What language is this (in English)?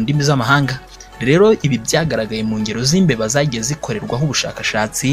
Kinyarwanda